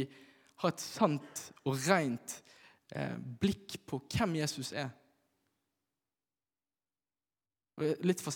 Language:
Norwegian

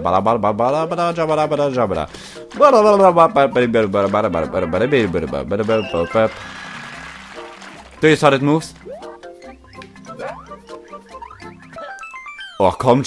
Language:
German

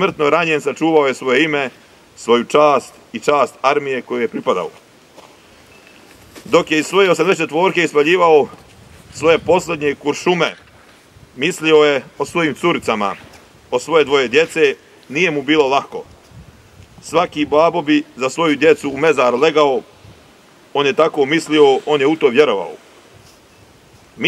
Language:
Bosnian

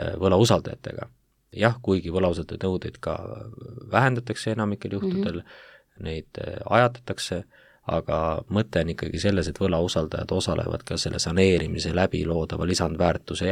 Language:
Estonian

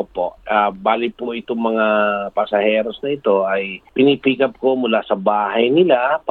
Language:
Filipino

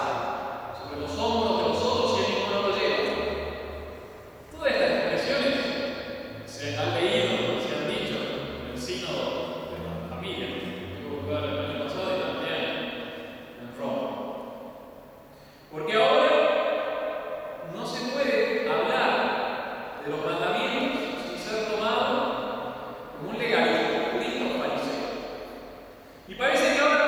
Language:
Spanish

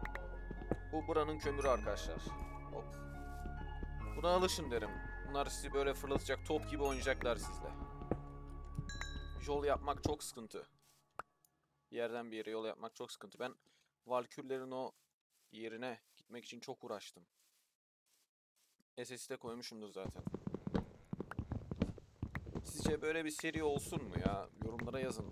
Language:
Turkish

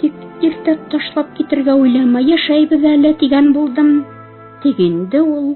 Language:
Bashkir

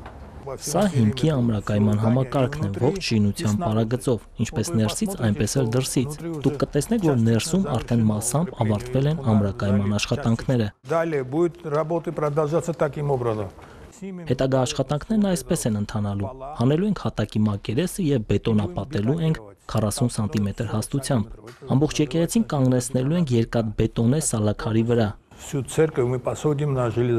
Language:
Armenian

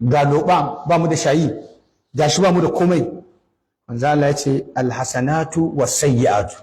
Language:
Hausa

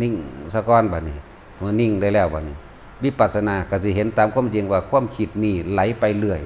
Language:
Lao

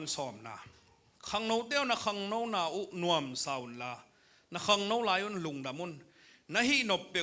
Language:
Tedim Chin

